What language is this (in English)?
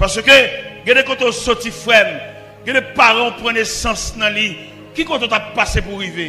Haitian Creole